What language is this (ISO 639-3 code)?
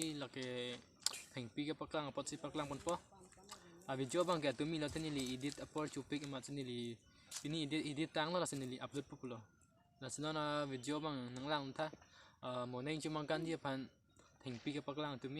mjw